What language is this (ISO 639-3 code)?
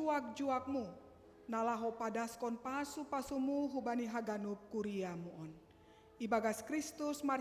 bts